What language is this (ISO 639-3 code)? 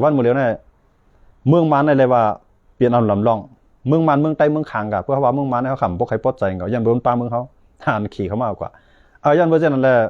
shn